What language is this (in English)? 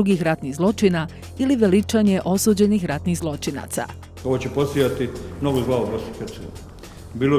Bosnian